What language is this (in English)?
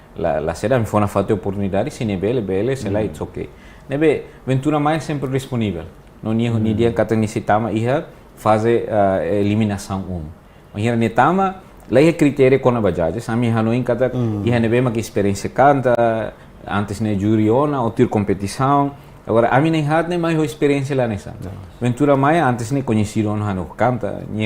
Tetum